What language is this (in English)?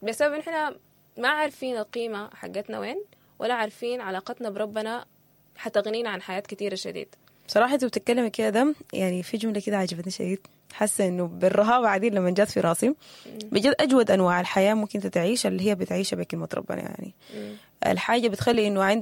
Sudanese Arabic